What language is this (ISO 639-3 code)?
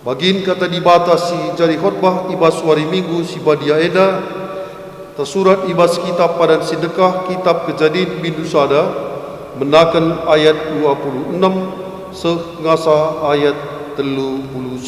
btx